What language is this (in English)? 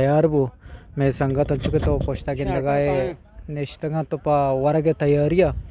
Eastern Balochi